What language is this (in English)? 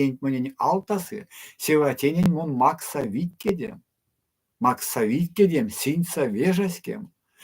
Erzya